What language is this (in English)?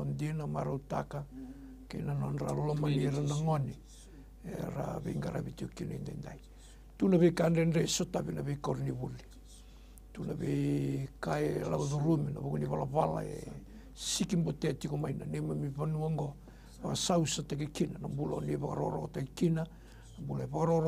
Fijian